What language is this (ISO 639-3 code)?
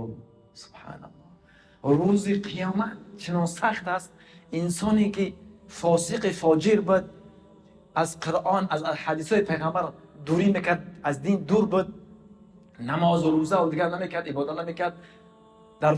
tgk